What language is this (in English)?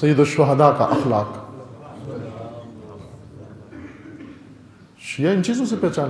Urdu